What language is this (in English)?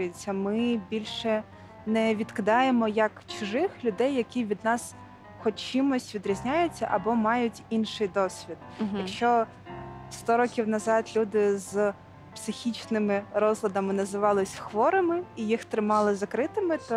Ukrainian